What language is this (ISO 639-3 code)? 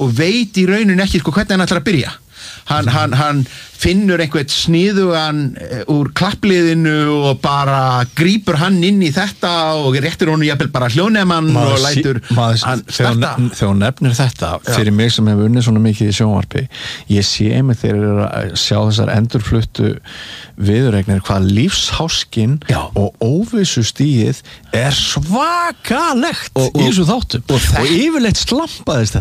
isl